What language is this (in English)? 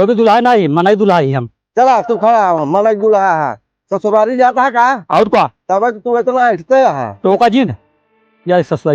Awadhi